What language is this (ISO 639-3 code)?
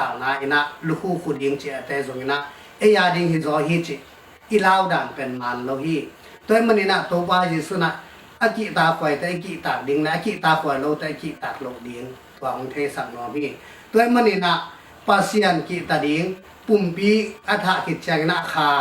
ctd